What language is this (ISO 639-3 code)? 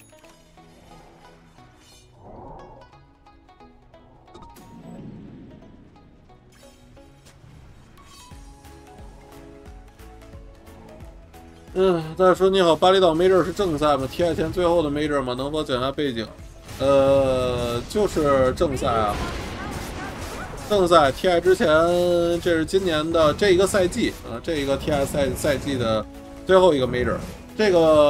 zho